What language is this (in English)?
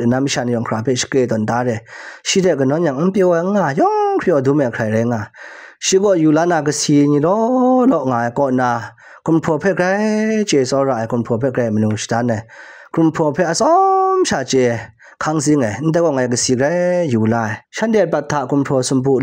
Kachin